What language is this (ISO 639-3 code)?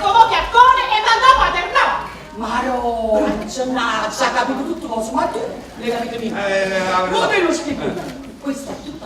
nap